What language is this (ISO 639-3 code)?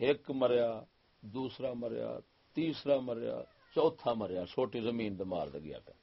skr